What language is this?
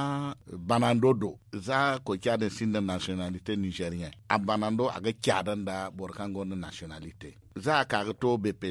Zarma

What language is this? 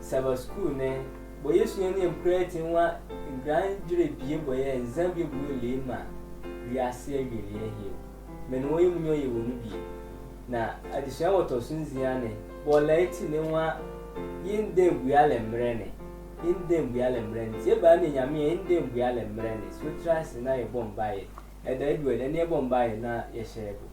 Sehwi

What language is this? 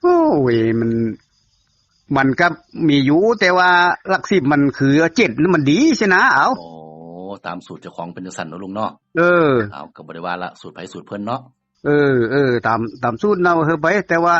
Northeastern Thai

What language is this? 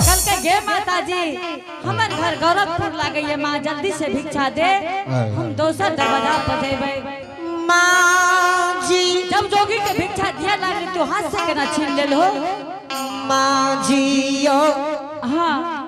Angika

